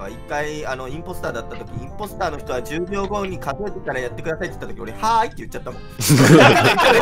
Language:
Japanese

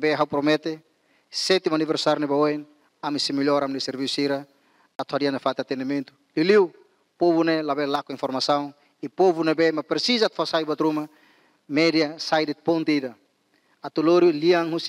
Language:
Tetum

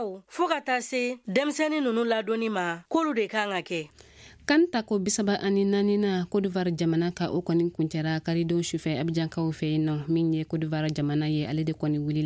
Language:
Bambara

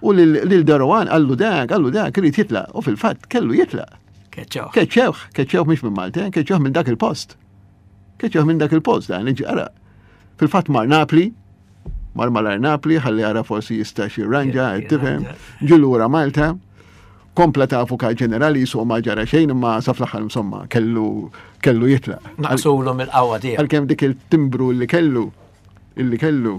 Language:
Maltese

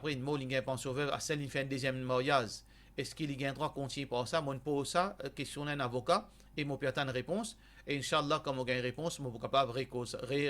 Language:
Morisyen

